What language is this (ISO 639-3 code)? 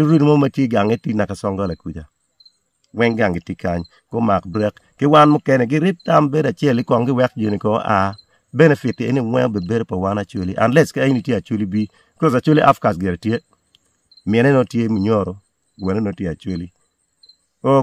ach